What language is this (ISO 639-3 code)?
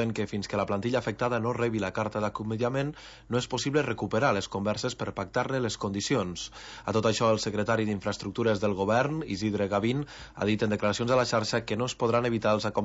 cat